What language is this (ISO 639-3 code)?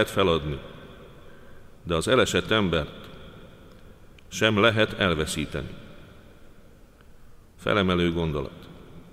hun